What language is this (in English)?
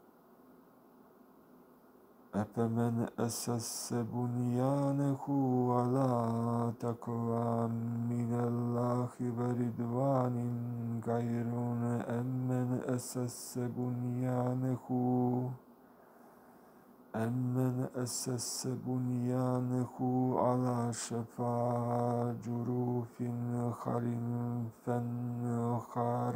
Arabic